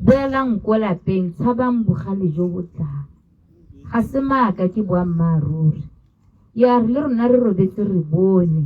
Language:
Tswana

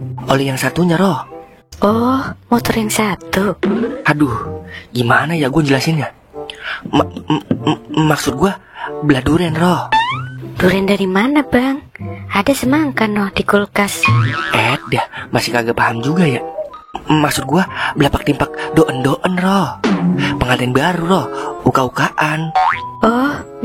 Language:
Betawi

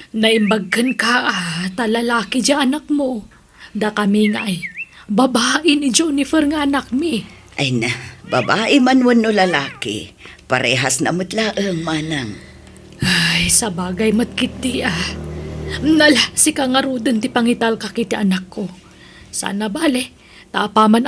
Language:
Iloko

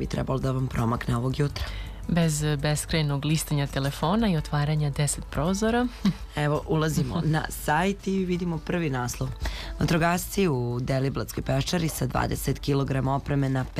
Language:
Serbian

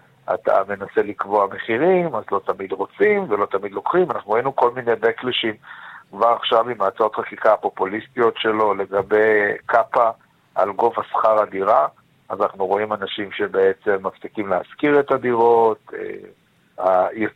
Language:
Hebrew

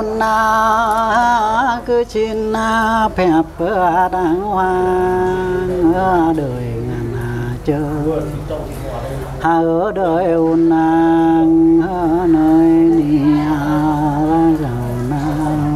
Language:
Vietnamese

